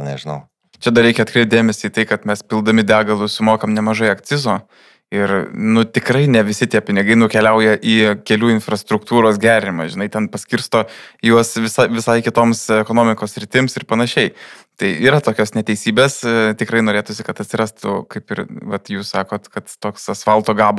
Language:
Lithuanian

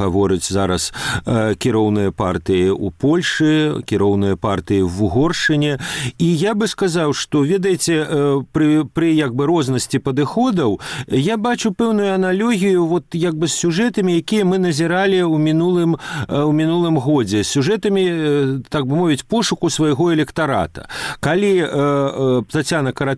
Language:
Belarusian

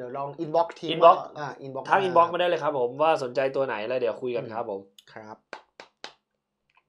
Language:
Thai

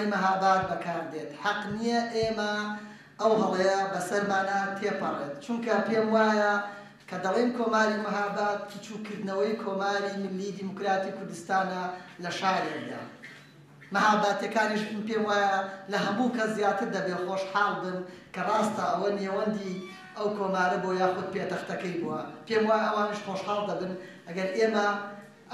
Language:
Central Kurdish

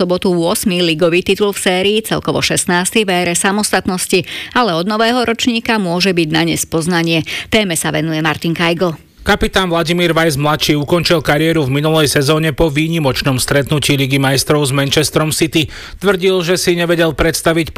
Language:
Slovak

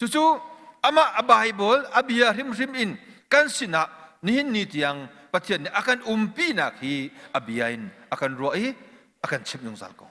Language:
Hakha Chin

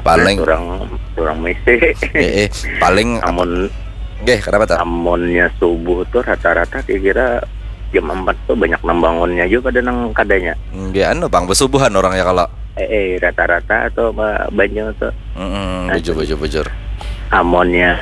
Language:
Banjar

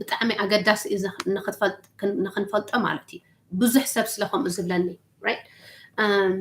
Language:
Tigrinya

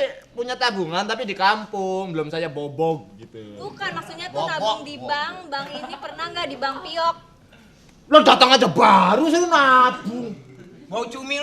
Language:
Betawi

